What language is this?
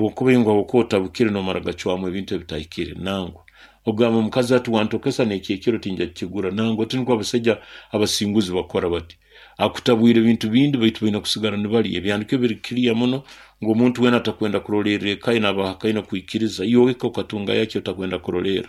Nyoro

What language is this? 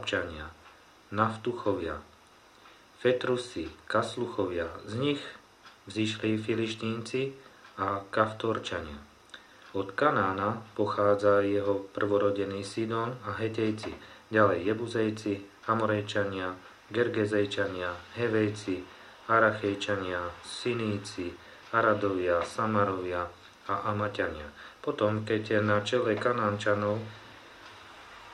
Slovak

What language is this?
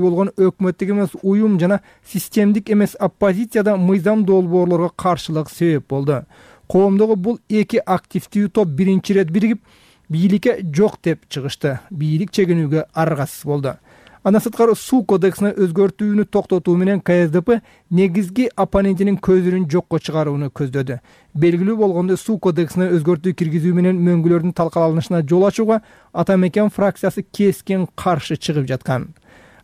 Kyrgyz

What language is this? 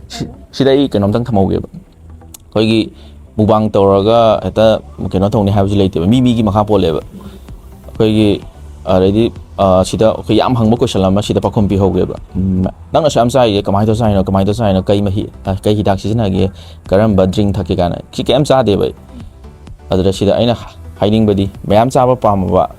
Manipuri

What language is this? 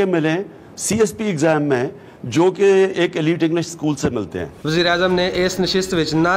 Western Panjabi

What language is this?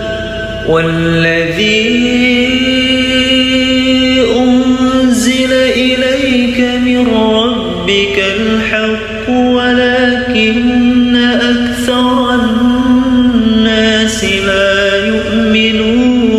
Arabic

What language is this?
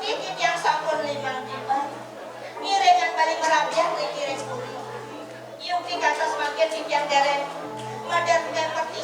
Balinese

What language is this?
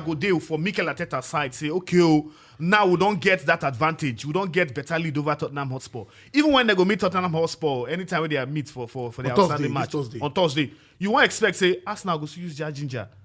Nigerian Pidgin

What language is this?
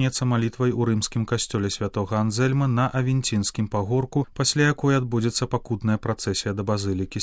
Belarusian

